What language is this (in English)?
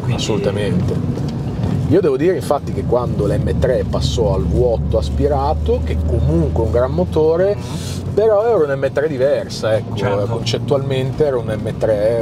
Italian